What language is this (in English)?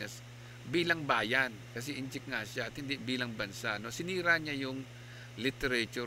Filipino